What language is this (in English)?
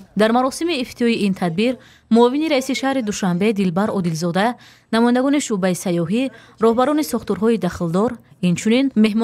Tajik